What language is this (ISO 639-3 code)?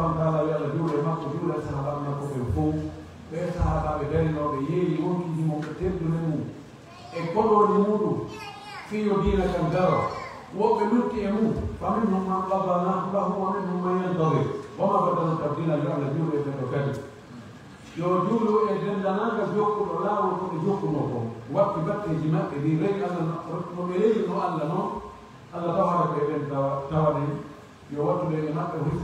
fuf